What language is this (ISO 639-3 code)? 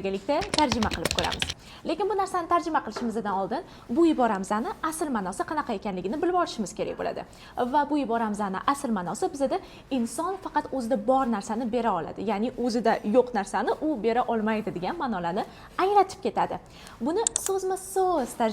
uzb